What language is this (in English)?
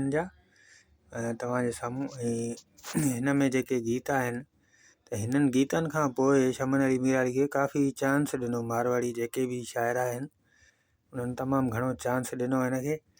Sindhi